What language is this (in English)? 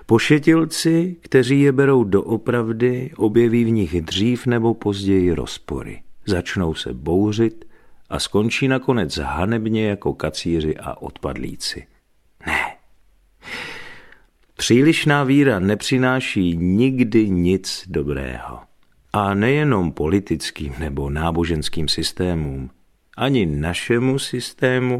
Czech